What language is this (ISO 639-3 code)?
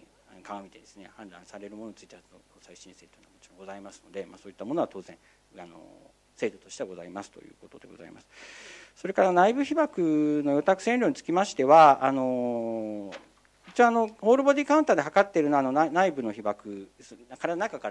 jpn